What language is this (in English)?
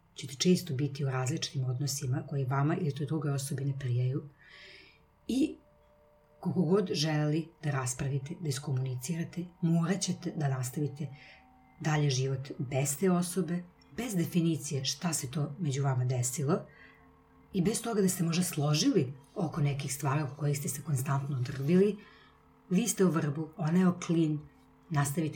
Serbian